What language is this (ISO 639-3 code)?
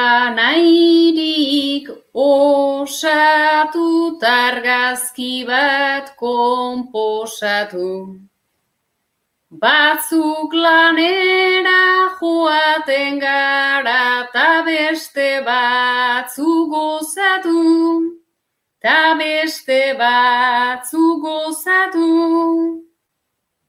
eus